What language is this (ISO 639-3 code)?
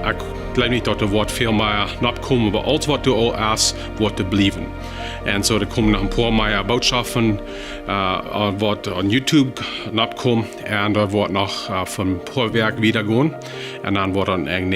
pdt